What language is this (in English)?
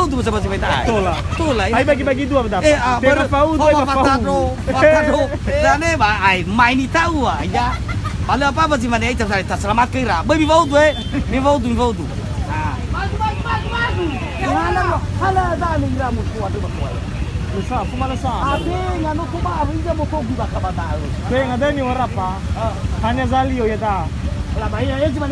Nias